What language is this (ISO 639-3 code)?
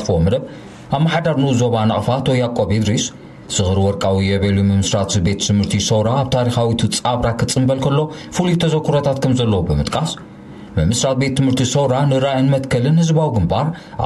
tir